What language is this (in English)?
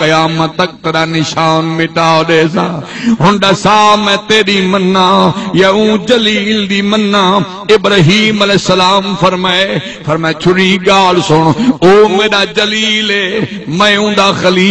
Saraiki